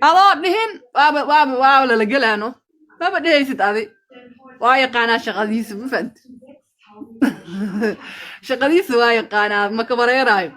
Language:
Somali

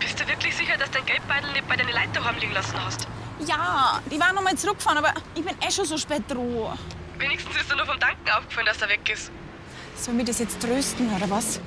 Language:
Bavarian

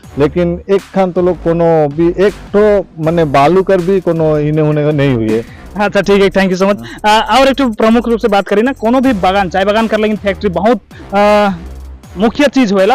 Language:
Sadri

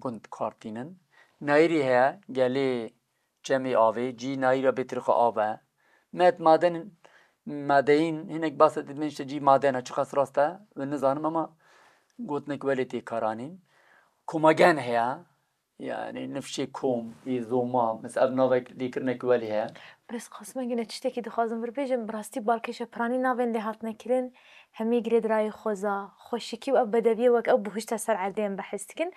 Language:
Kurdish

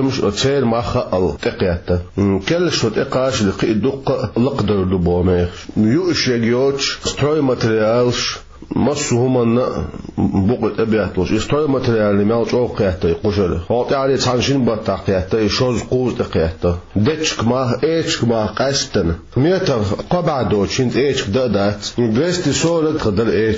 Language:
Chechen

